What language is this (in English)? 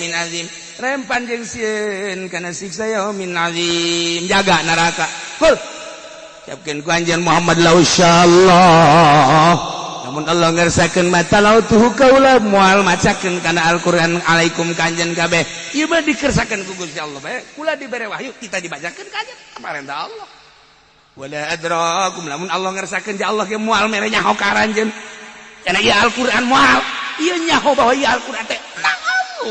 Sundanese